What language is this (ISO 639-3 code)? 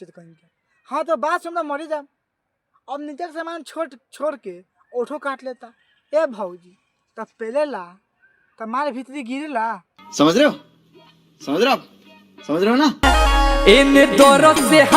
bho